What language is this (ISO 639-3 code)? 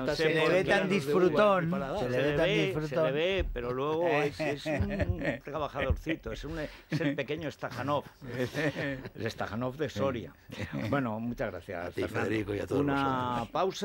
spa